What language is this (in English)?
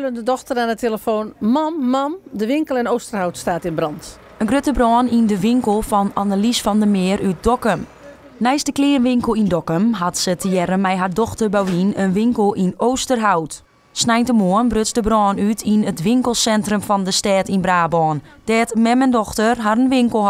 Western Frisian